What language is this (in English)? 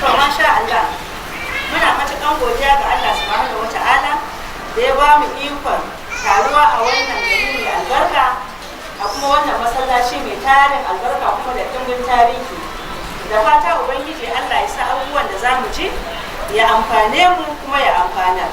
Hausa